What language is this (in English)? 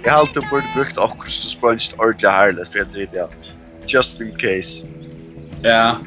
Faroese